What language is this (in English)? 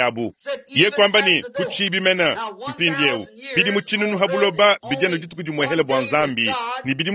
Luba-Lulua